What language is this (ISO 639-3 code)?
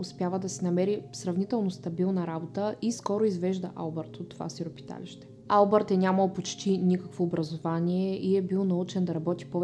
bul